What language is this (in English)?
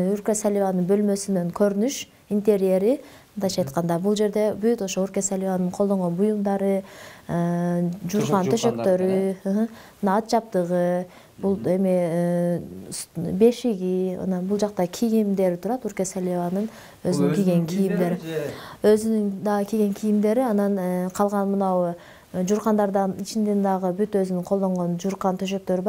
Kyrgyz